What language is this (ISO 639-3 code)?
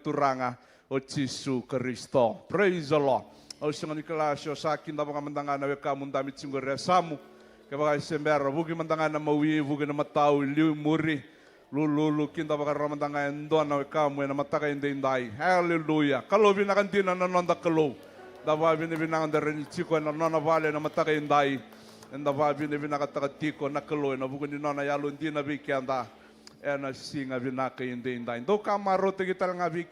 fij